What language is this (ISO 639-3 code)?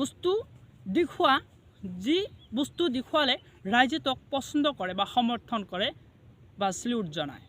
asm